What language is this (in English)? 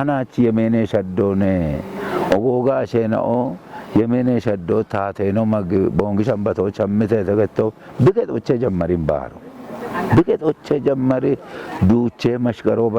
Kafa